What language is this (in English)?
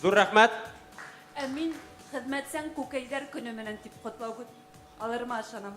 Bashkir